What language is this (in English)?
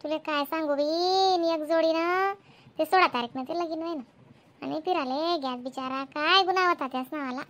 Khandesi